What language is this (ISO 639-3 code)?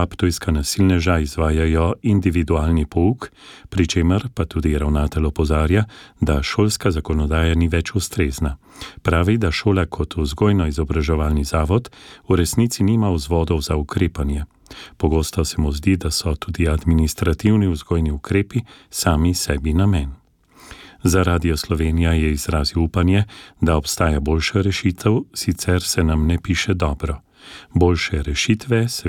slv